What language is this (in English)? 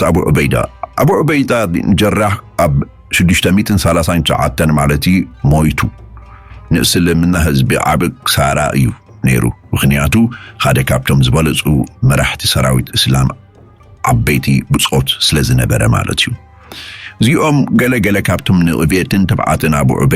Tigrinya